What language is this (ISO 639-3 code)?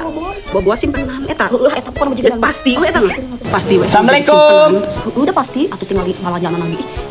sun